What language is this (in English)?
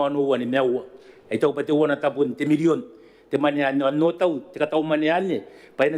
Gilbertese